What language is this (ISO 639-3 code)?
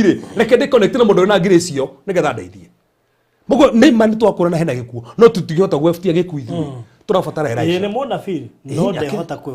kik